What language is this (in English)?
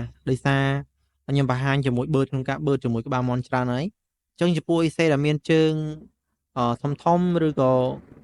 Khmer